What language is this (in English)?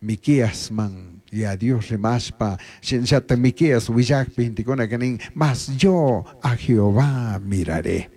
Chimborazo Highland Quichua